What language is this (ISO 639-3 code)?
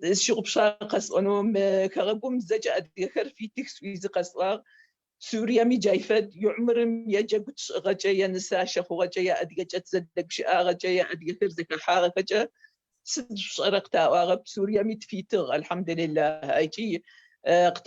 ady